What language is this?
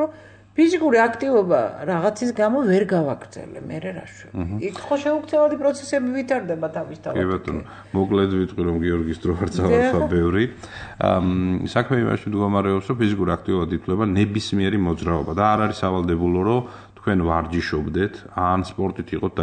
Georgian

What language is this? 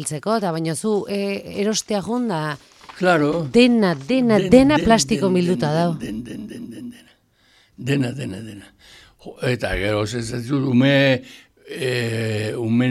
Basque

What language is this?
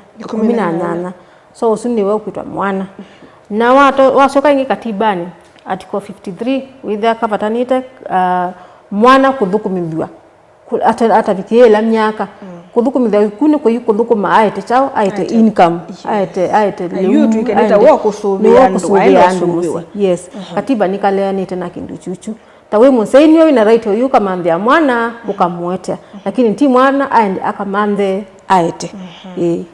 Kamba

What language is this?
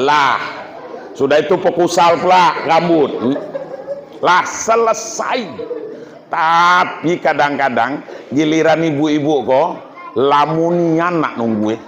Minangkabau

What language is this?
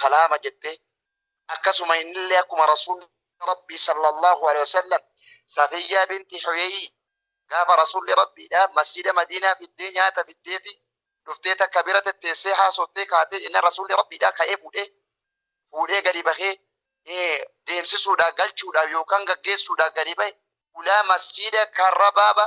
Oromo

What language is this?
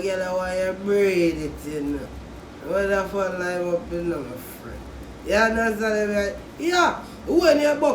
Jamaican Creole English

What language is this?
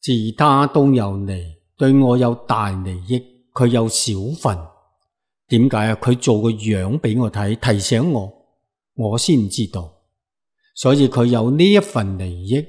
Cantonese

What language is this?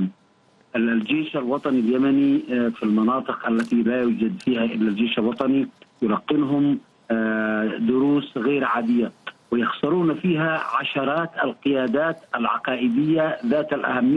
Arabic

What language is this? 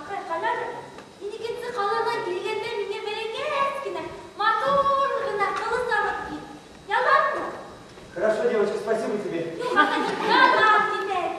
Bashkir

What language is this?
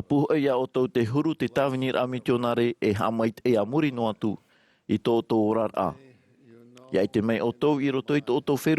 Tahitian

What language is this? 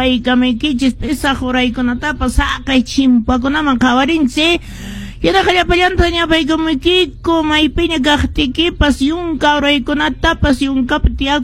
Quechua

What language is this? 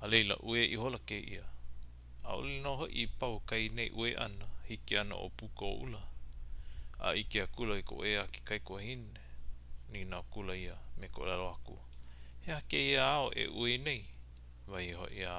Hawaiian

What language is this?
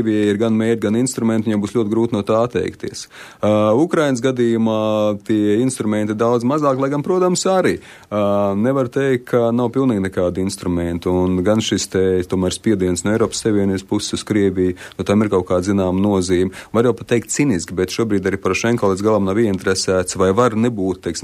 Latvian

